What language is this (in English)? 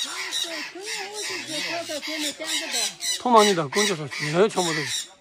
Tibetan